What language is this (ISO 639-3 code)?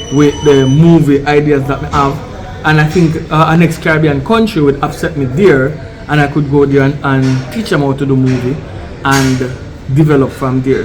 jam